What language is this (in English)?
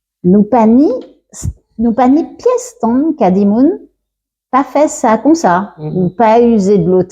Guadeloupean Creole French